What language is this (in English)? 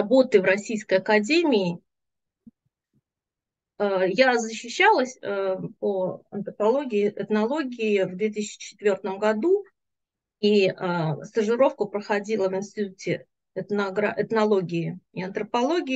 Russian